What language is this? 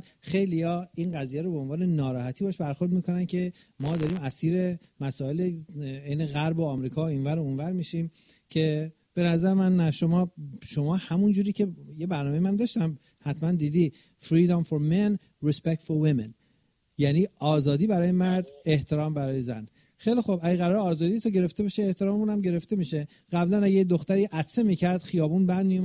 Persian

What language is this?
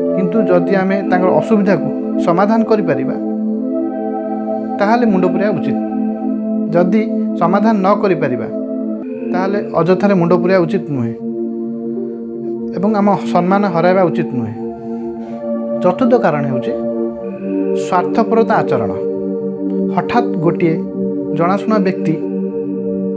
Odia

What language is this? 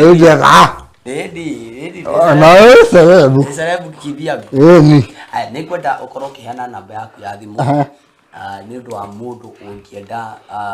Kikuyu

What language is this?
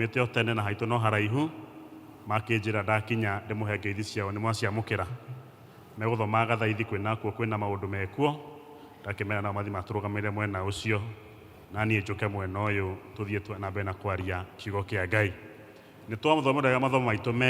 Kikuyu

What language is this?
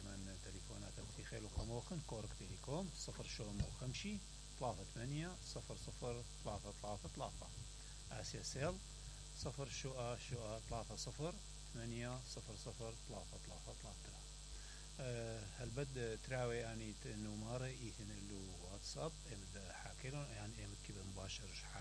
Mesopotamian Arabic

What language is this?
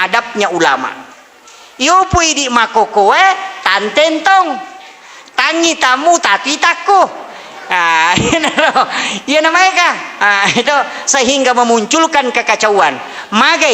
Buginese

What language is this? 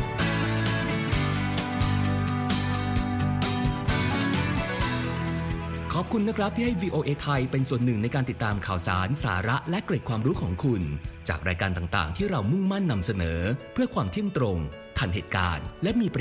Thai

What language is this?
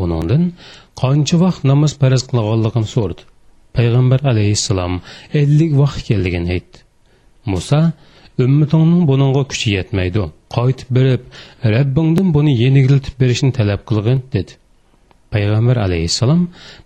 Uyghur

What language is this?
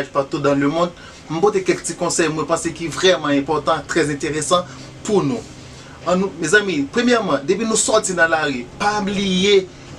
Haitian Creole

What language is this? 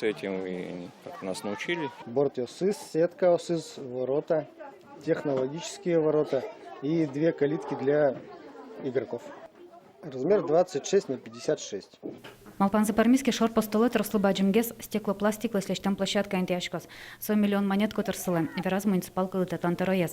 Udmurt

